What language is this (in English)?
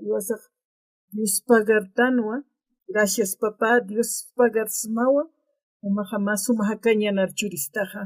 Aymara